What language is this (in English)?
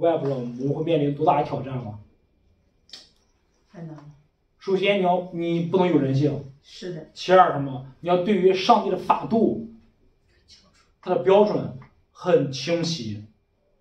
Chinese